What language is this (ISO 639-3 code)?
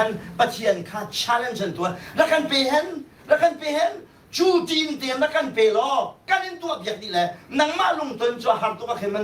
cnh